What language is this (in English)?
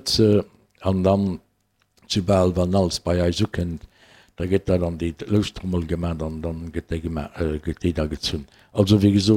Luxembourgish